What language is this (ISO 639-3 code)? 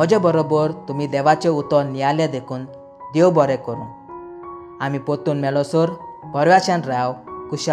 kok